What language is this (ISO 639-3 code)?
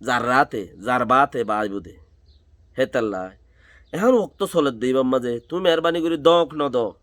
rhg